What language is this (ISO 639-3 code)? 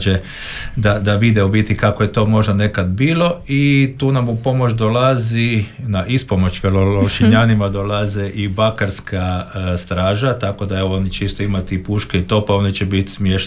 hrv